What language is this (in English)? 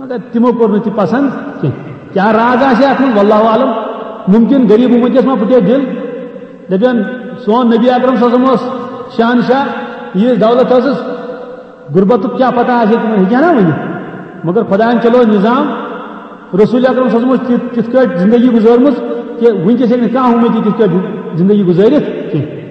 Kashmiri